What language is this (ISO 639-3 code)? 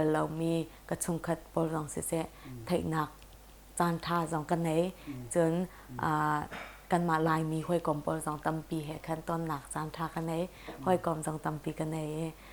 cnh